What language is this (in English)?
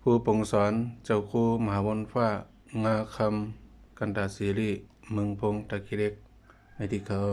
Shan